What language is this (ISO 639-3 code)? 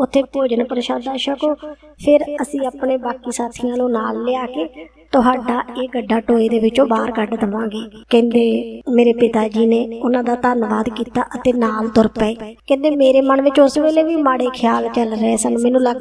pan